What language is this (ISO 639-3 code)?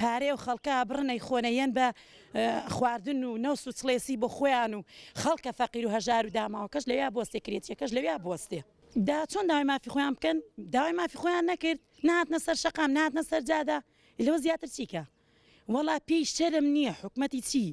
ckb